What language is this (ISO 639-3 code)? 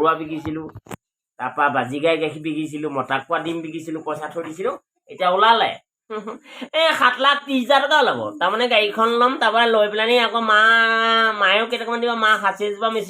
asm